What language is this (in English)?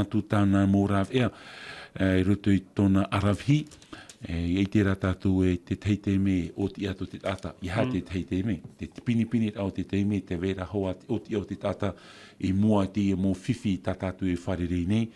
Tahitian